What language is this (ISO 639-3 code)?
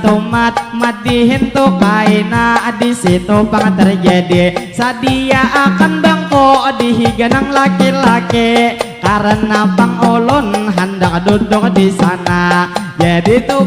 bjn